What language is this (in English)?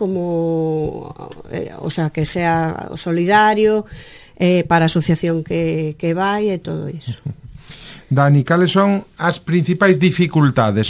Galician